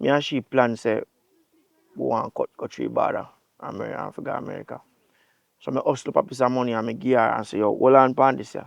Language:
Jamaican Creole English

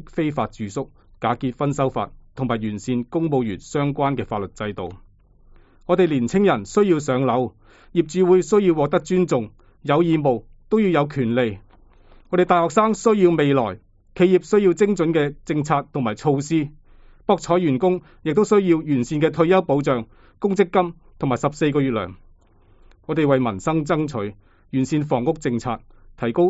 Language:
Cantonese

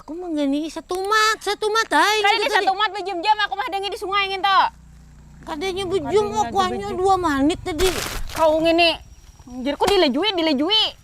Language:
Banjar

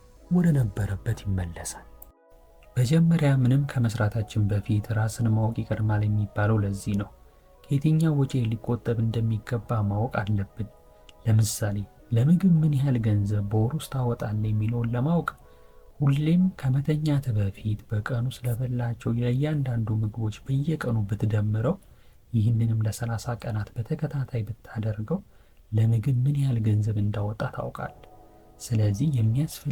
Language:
Amharic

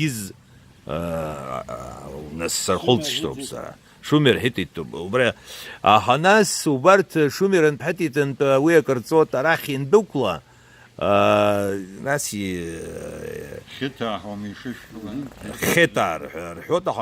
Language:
Abkhazian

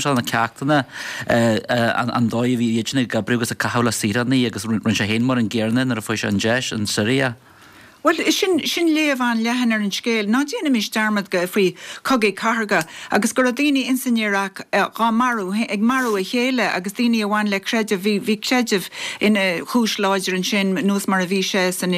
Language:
Irish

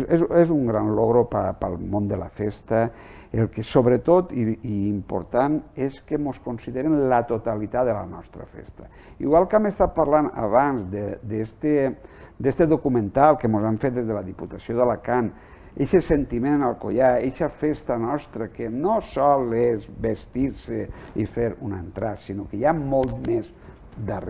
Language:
Catalan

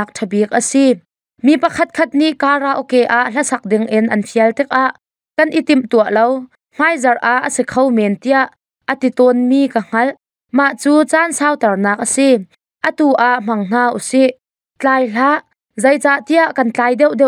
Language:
Hakha Chin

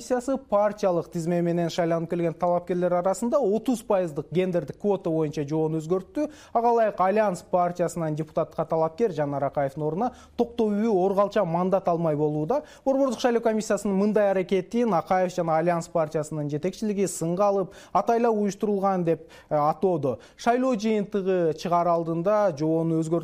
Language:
Kyrgyz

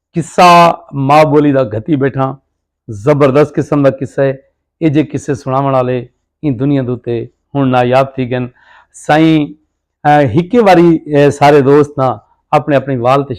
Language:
Saraiki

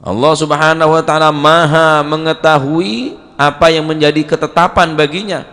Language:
Madurese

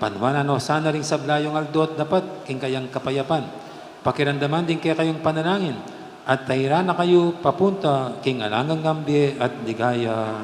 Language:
Pampanga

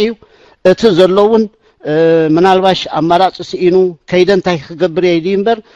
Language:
Tigrinya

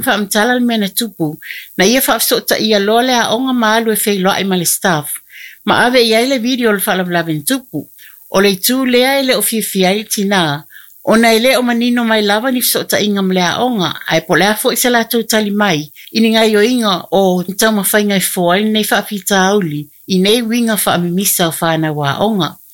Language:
Samoan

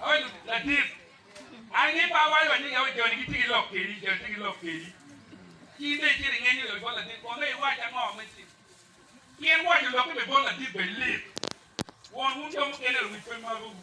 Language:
Acoli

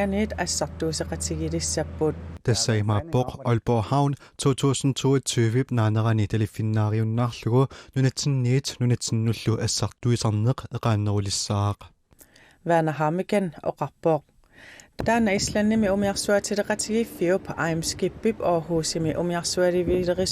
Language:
Kalaallisut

